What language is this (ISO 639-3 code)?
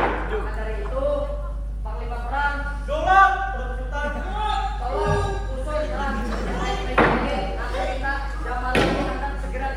bjn